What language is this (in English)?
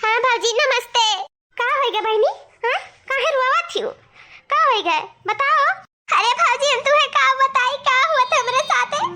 Awadhi